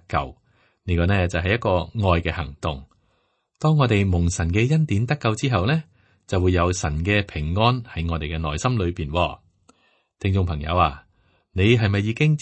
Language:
Cantonese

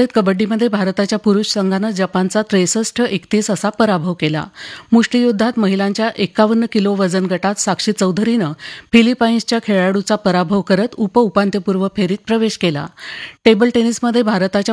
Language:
Marathi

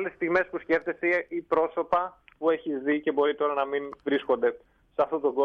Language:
Greek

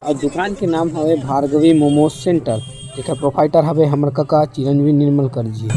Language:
Chhattisgarhi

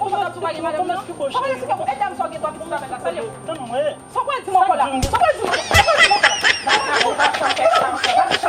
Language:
Haitian Creole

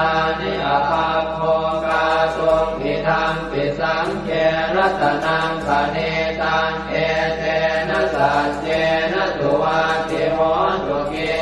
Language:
Pali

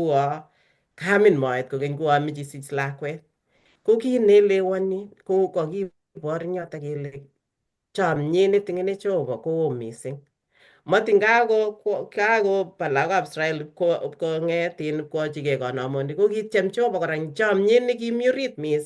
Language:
Kalenjin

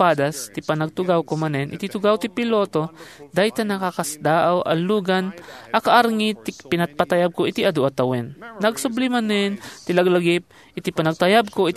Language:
Iloko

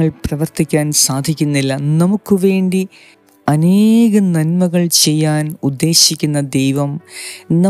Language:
Malayalam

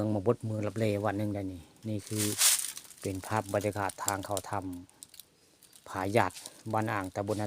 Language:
Northeastern Thai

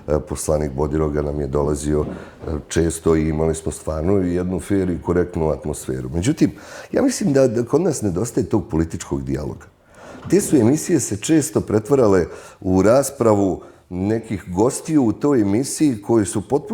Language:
Bosnian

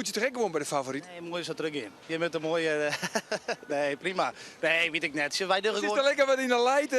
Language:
Western Frisian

